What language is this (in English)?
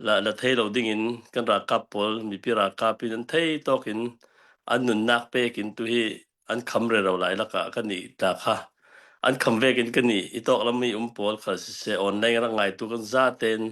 Hakha Chin